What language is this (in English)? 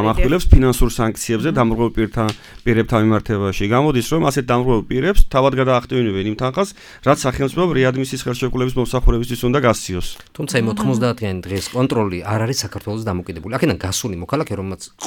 Georgian